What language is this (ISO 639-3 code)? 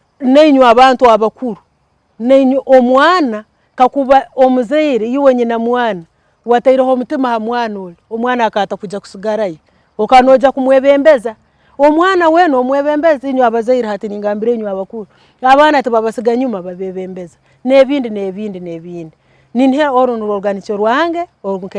ttj